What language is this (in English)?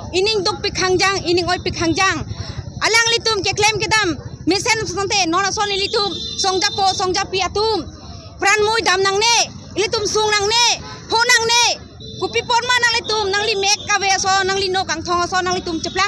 Karbi